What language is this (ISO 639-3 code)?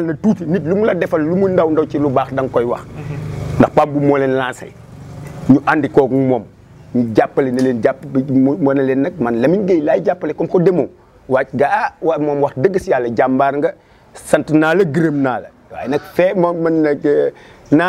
wol